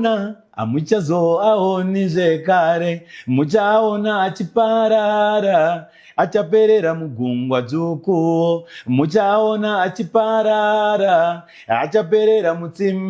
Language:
Shona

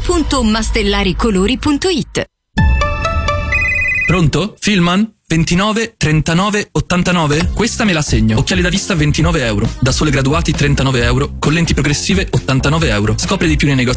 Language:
Italian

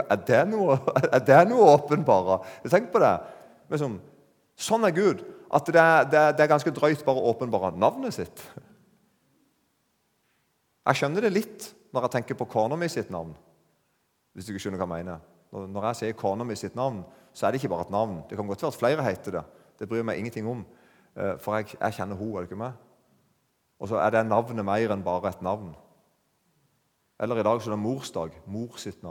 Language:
Norwegian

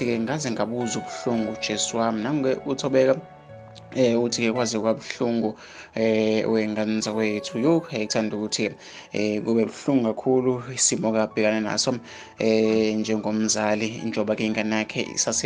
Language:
Zulu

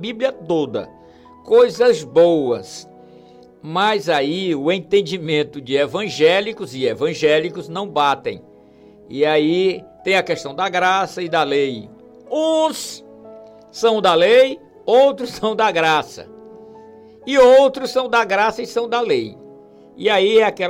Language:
Portuguese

